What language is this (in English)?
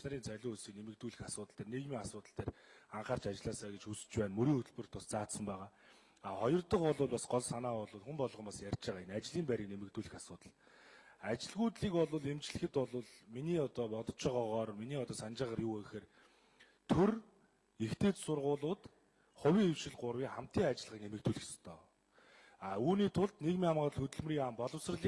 Mongolian